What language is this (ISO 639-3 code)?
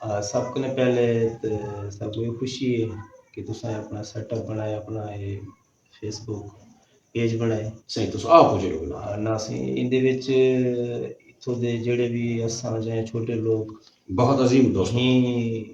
skr